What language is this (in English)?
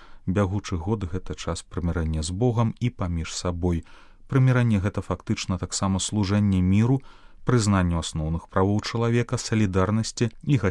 Belarusian